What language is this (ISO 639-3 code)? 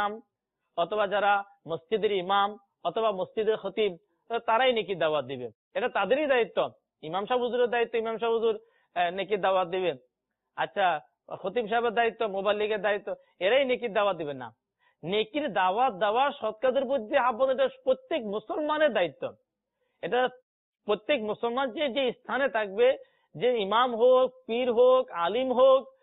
ben